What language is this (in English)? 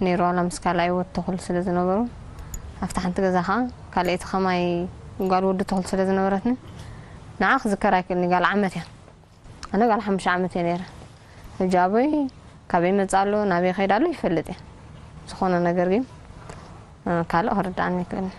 Tigrinya